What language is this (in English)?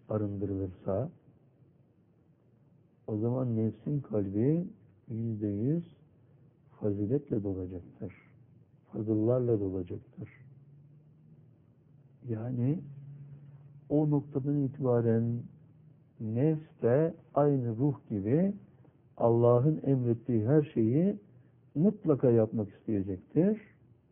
Turkish